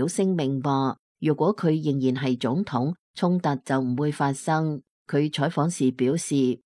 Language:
Cantonese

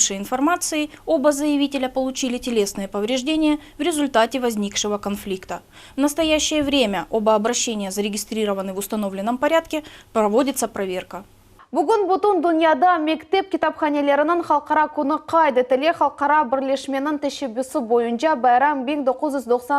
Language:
Crimean Tatar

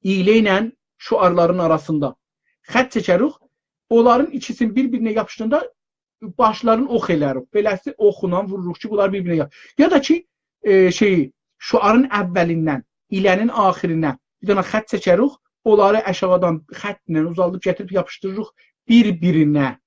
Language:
South Azerbaijani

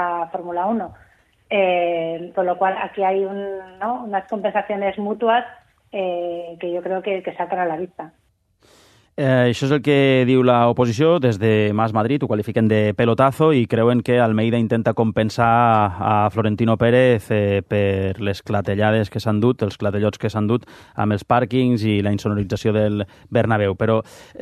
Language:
Catalan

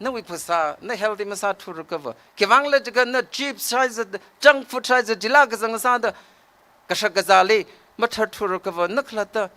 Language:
Tangkhul Naga (India)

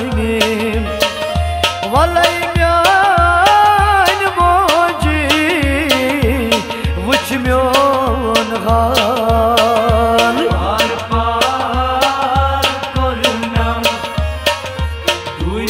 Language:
Kashmiri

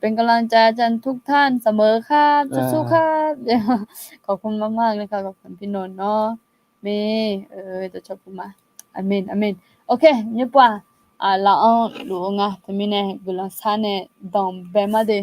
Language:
Akha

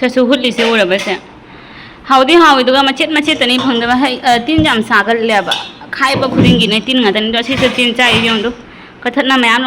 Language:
Manipuri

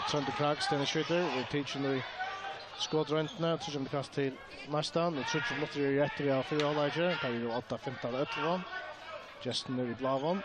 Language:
Faroese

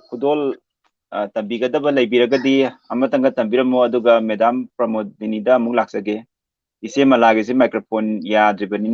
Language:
Manipuri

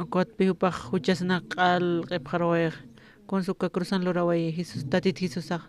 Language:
Aymara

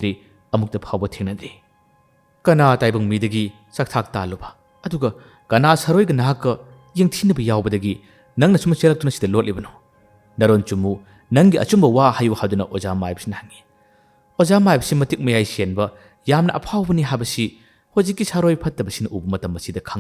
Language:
Manipuri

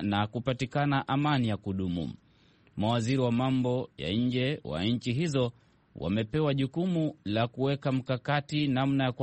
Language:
Swahili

